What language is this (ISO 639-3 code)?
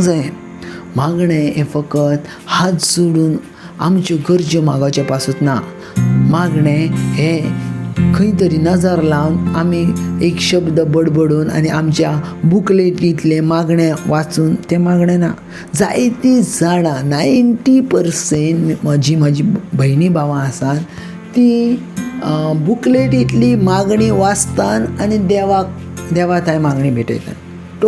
kok